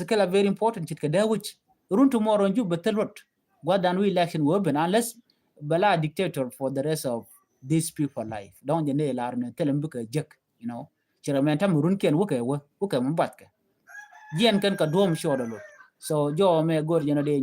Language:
Nuer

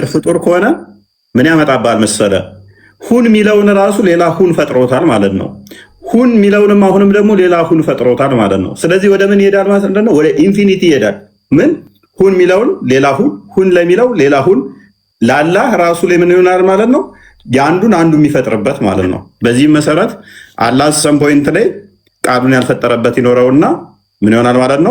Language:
Amharic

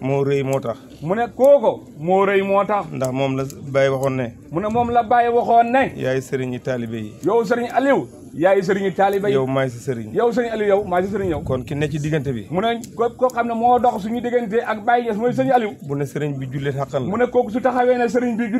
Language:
Wolof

